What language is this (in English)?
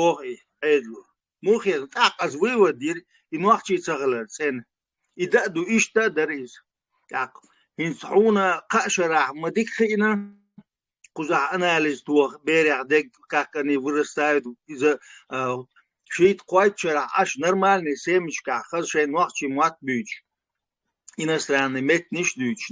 Chechen